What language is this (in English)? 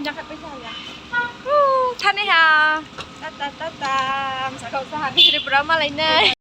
Riang (India)